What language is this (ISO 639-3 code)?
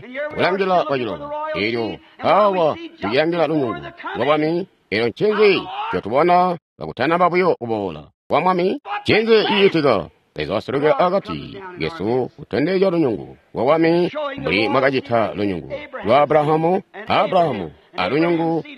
toi